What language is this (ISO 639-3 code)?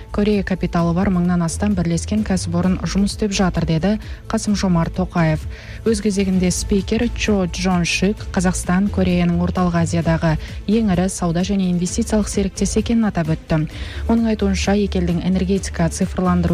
kaz